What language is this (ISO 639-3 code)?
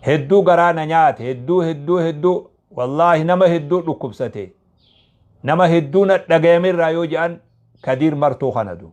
orm